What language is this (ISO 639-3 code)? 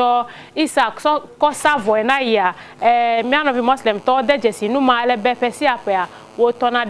ewe